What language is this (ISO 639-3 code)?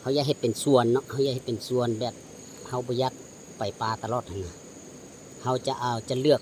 lao